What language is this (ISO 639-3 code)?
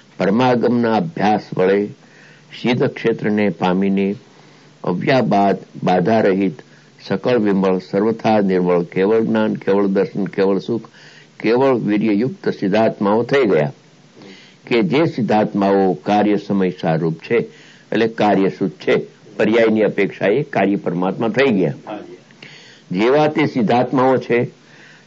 guj